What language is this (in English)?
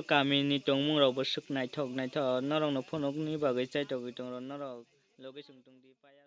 Kok Borok